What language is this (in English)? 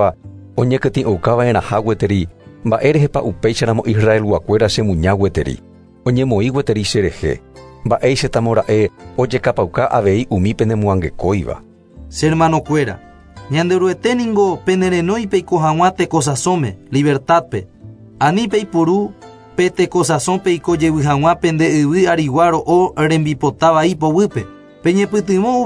Guarani